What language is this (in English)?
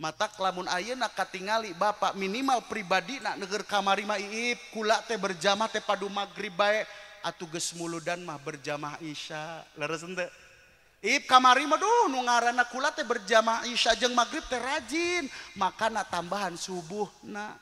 Sundanese